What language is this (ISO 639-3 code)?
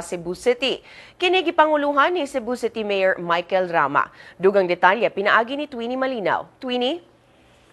ceb